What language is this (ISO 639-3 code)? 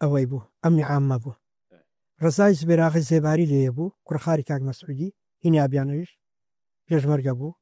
ckb